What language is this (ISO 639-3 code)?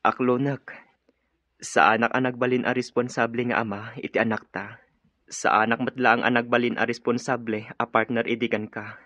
ilo